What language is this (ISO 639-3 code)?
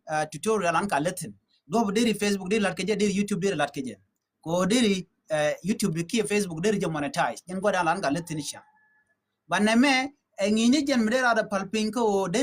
nus